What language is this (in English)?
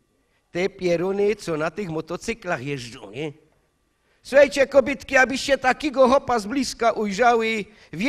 Silesian